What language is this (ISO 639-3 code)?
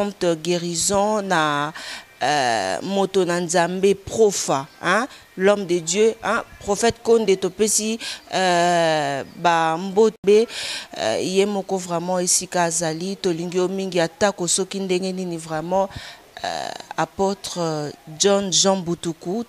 lin